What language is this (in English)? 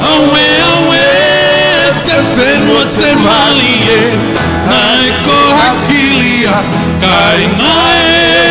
Tongan